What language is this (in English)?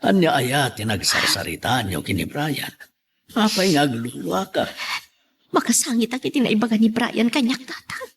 Iloko